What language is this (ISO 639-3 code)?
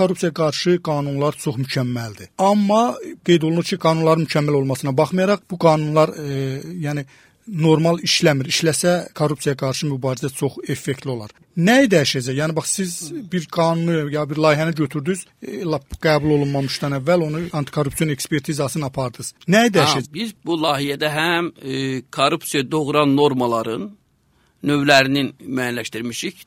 aze